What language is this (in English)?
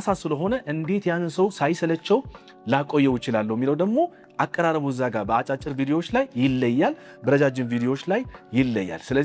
Amharic